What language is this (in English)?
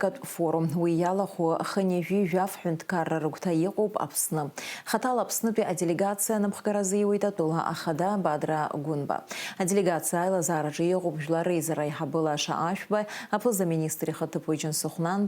Abkhazian